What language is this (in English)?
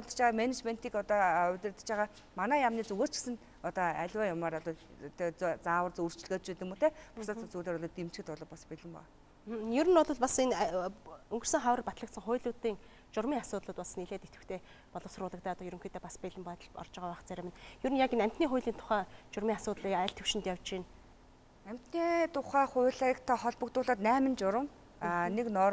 Mongolian